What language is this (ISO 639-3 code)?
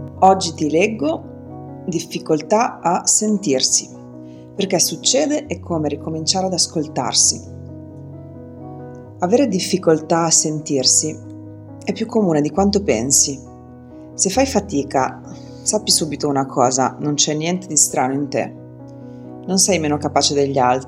ita